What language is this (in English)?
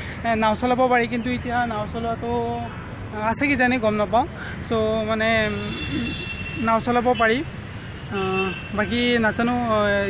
Assamese